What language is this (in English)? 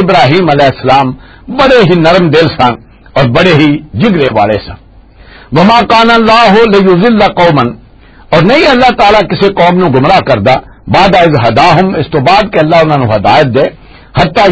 Western Panjabi